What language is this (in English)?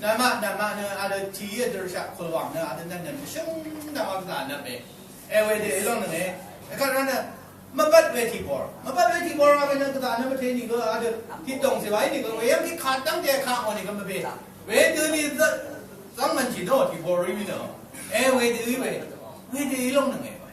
Rawang